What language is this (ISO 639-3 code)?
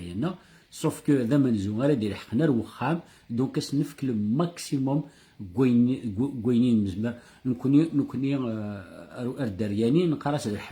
kab